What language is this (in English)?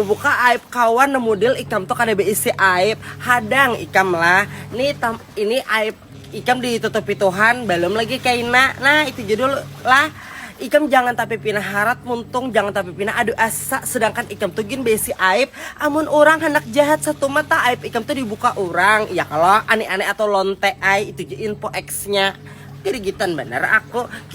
Banjar